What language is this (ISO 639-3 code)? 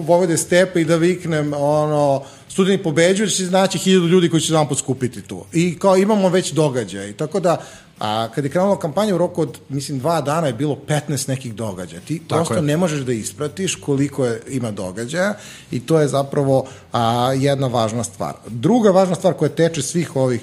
srp